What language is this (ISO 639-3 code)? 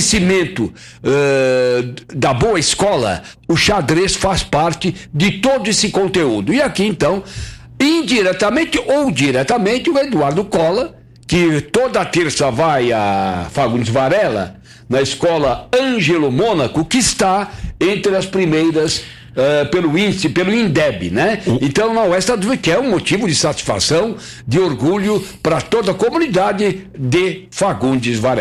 por